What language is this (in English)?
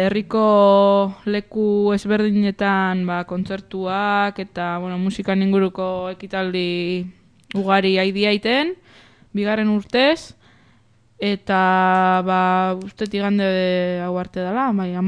Basque